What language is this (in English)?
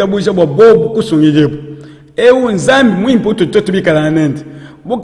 Luba-Lulua